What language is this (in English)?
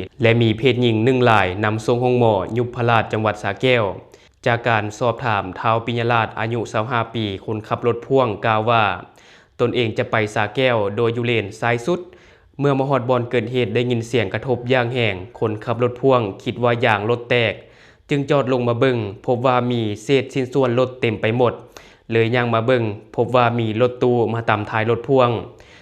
Lao